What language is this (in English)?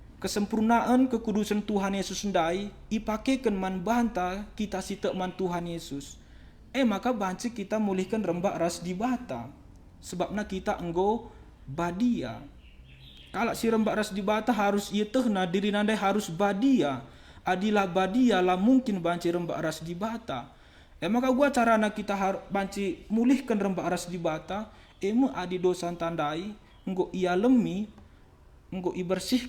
Batak Karo